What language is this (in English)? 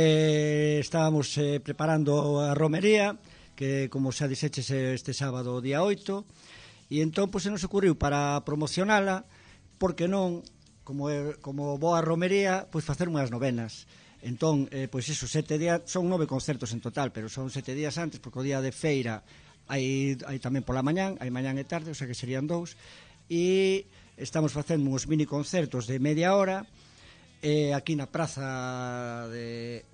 Galician